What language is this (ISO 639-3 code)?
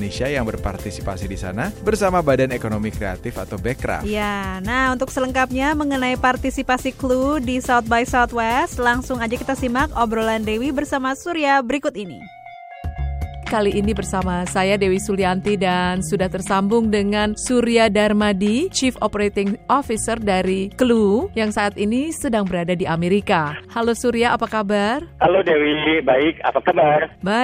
ind